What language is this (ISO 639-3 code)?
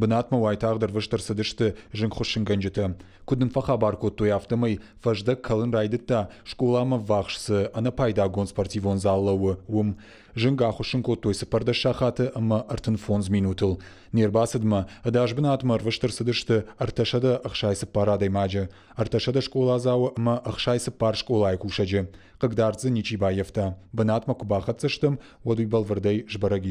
oss